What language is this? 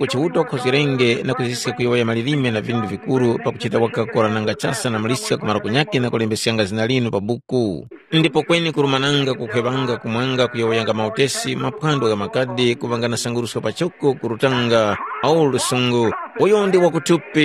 Tumbuka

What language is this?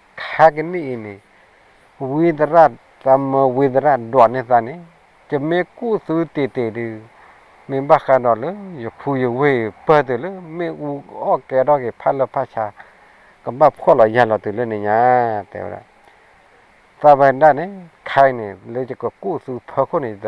S'gaw Karen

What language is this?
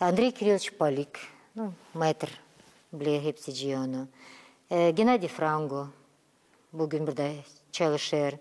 Gagauz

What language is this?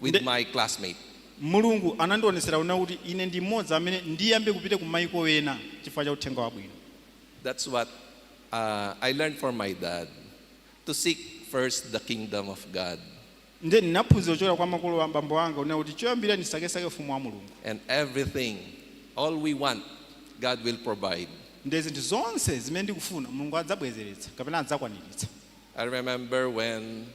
Nyanja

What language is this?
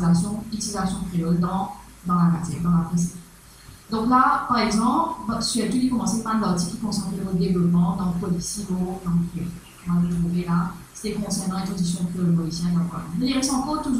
Morisyen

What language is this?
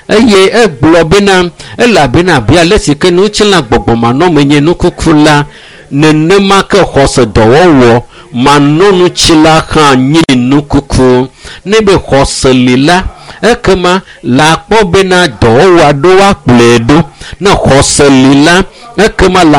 Ewe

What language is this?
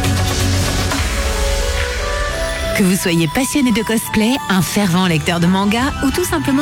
French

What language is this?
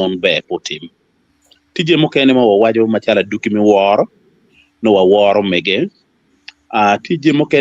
Acoli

